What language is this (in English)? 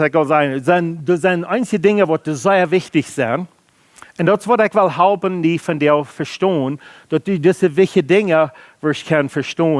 Plautdietsch